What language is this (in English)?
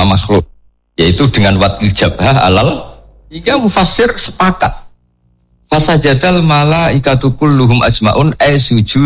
Indonesian